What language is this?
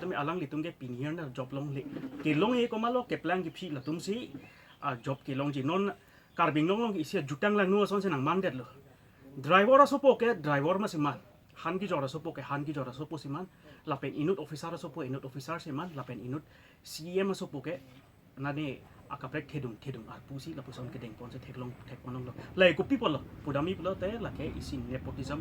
Karbi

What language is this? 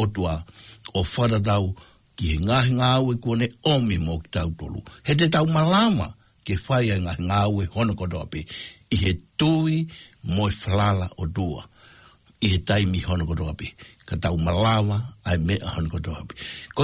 Tongan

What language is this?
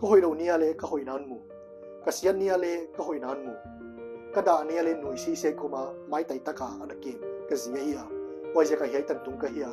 Paite Chin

